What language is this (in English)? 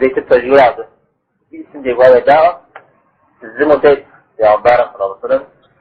Kabardian